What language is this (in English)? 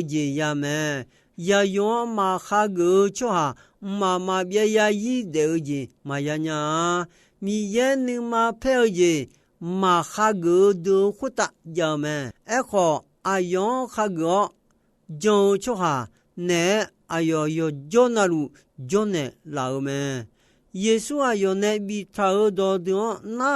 Akha